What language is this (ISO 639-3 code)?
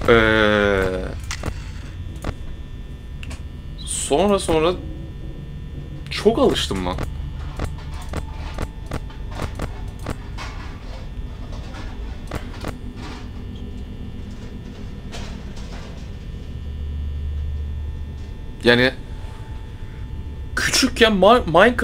tur